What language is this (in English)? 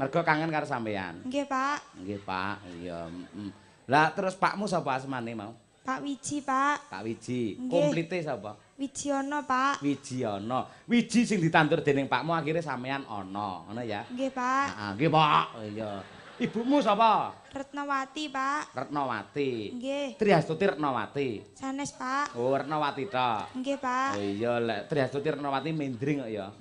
Javanese